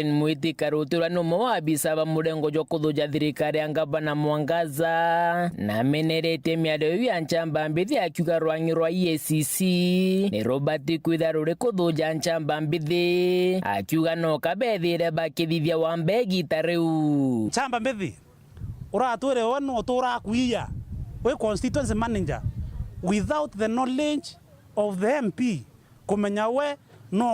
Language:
Meru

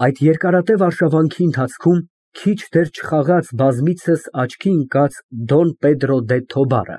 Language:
Armenian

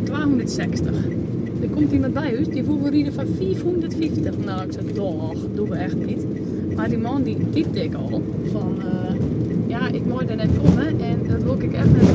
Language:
Western Frisian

